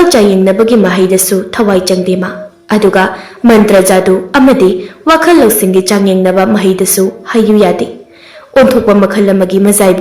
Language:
Manipuri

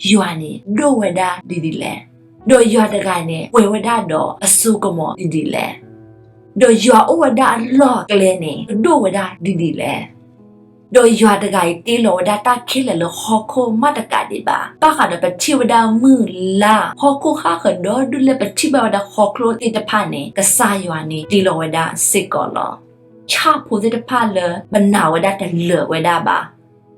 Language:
S'gaw Karen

